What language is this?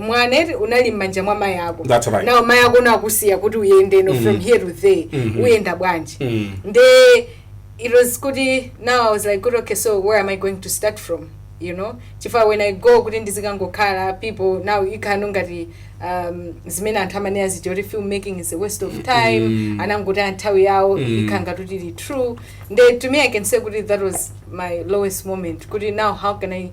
Nyanja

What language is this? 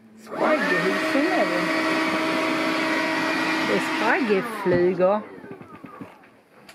Swedish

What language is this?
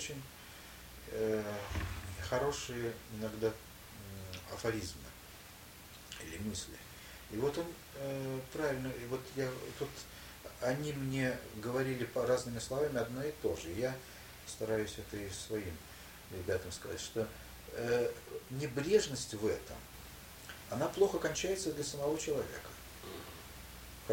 Russian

